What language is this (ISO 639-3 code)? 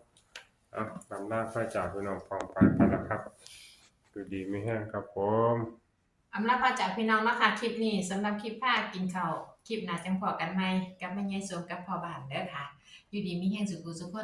tts